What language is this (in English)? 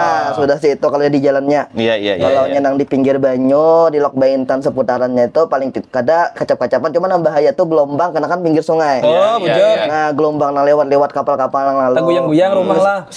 Banjar